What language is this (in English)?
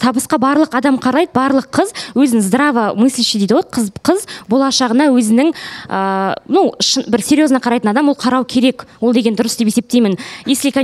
Kazakh